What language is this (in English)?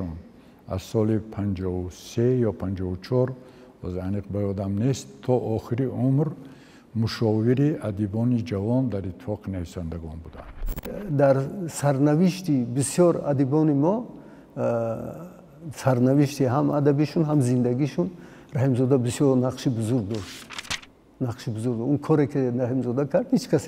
Tajik